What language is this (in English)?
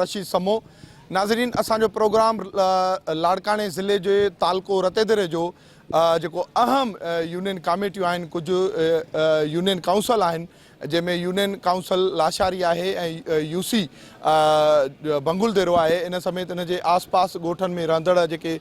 Sindhi